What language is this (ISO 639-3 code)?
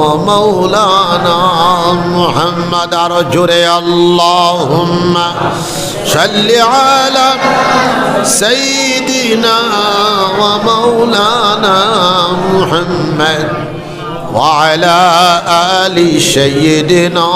syl